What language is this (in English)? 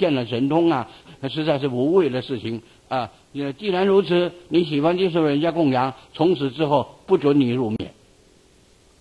Chinese